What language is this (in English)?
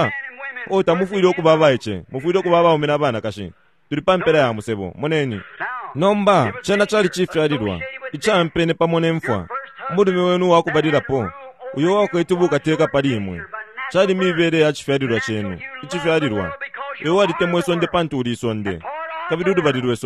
Bemba